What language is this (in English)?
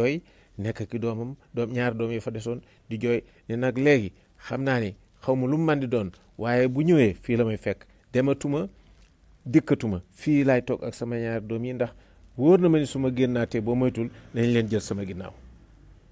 Wolof